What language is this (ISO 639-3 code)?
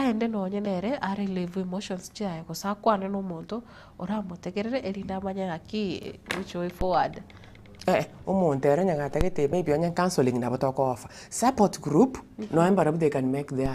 guz